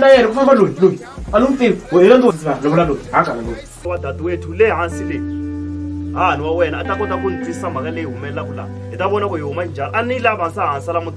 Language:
Tsonga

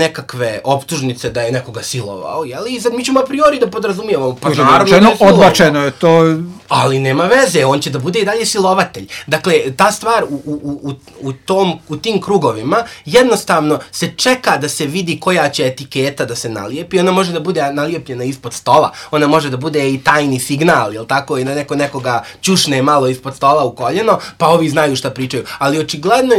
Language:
Serbian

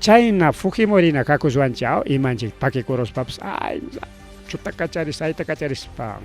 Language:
Ayacucho Quechua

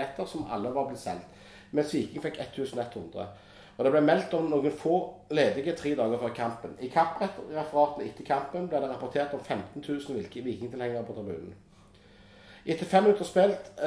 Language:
Norwegian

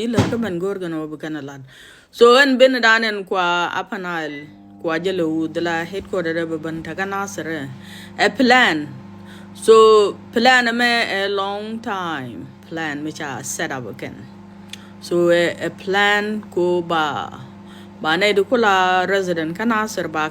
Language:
Nuer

